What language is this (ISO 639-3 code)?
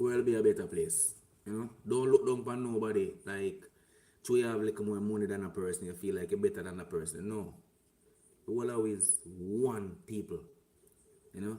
jam